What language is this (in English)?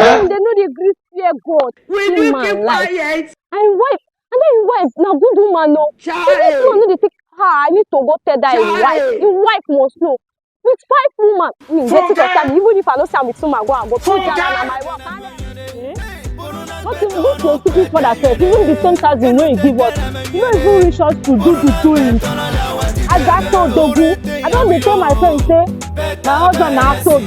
Nigerian Pidgin